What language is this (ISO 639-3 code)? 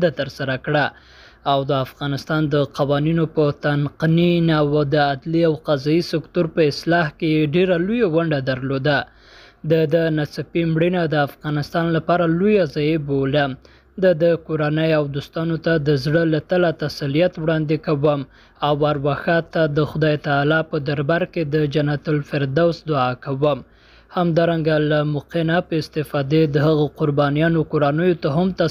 pus